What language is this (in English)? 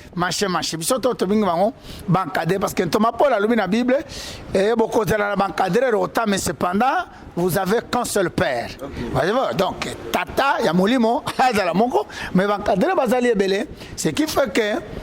Lingala